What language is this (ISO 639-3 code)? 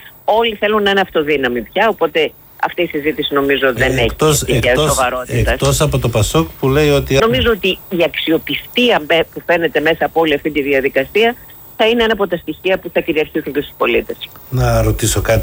ell